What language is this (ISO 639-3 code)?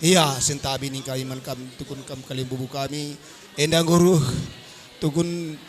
btx